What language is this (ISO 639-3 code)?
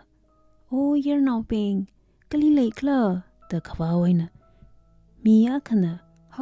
nmf